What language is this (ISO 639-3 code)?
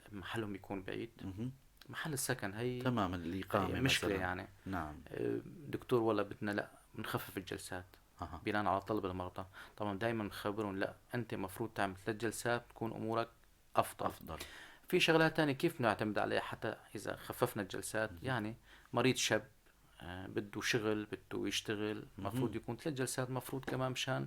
apc